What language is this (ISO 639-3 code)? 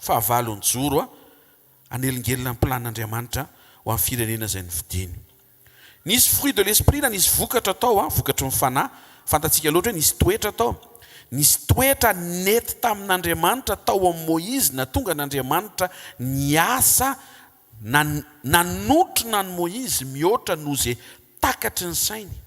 mlg